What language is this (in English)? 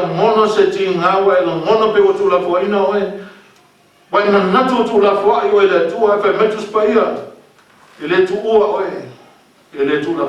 Samoan